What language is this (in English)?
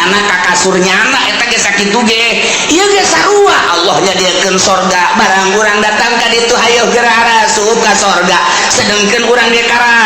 Sundanese